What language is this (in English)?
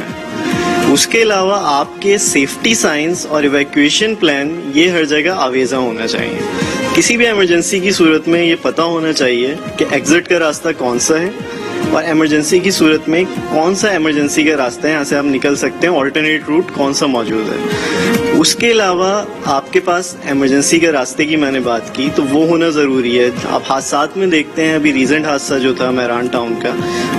Urdu